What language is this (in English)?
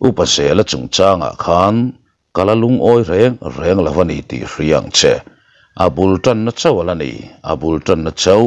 Mizo